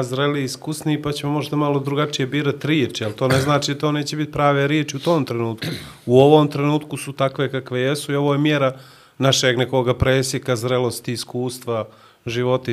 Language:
Bosnian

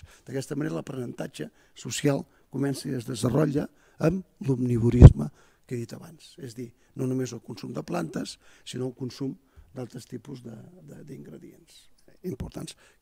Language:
Catalan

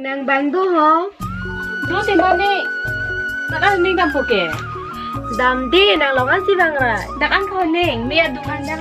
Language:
Karbi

